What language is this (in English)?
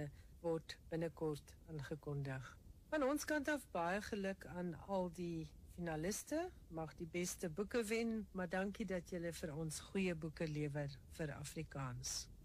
Afrikaans